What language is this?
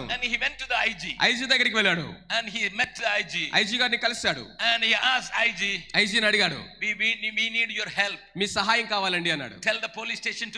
Telugu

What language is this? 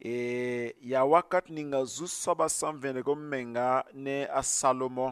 Mossi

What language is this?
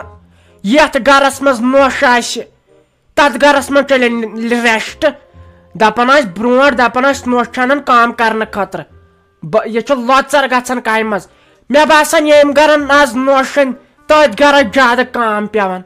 Kashmiri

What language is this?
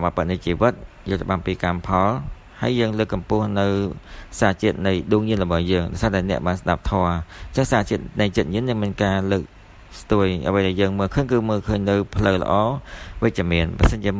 Khmer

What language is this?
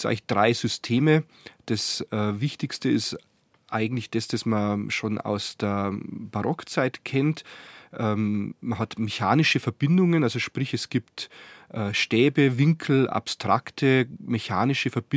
German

